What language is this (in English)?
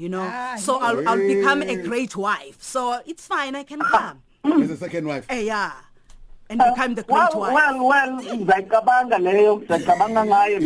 English